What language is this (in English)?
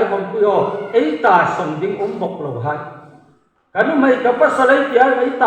Hmar